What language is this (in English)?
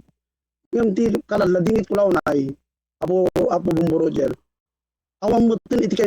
Iloko